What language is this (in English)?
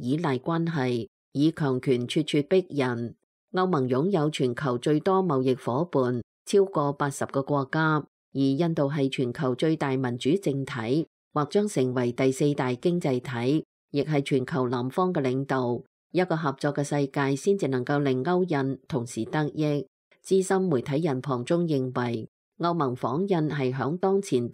Cantonese